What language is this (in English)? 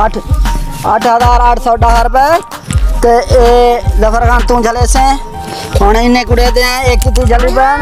Saraiki